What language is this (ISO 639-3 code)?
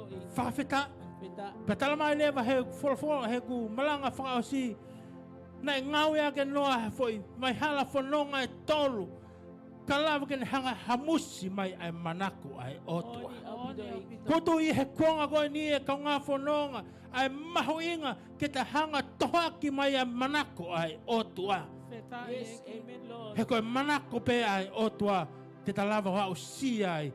ton